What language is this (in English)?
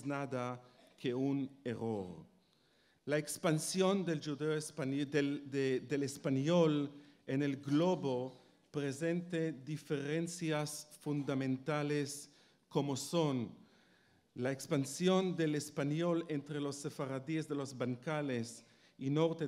Ladino